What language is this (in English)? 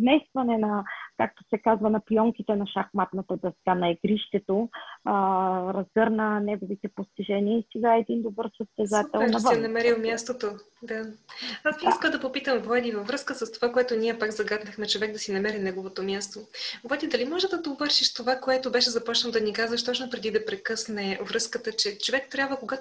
Bulgarian